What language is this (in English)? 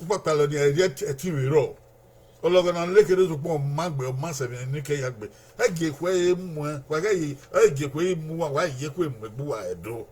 Bini